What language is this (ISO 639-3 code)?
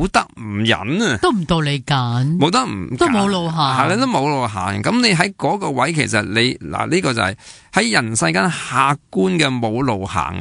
yue